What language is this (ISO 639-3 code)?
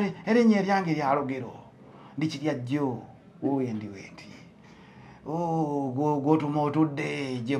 lug